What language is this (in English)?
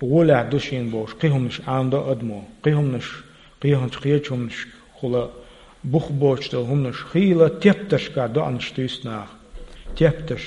Chechen